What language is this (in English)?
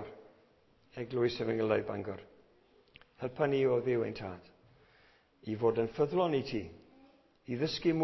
Welsh